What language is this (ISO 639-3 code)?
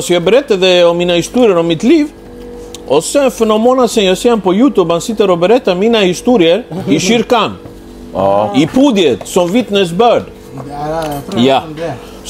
swe